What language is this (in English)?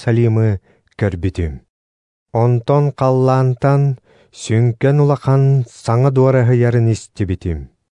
Yakut